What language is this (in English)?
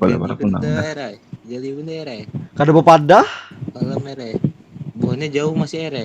Banjar